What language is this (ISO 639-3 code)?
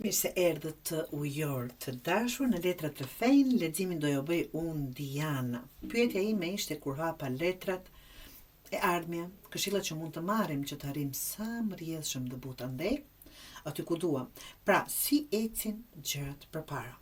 sqi